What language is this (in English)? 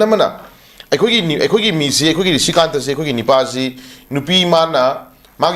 Manipuri